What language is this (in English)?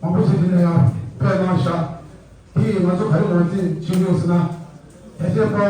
Tibetan